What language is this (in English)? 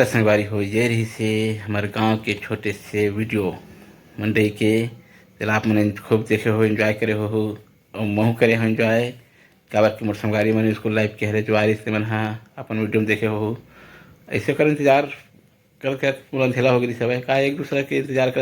Chhattisgarhi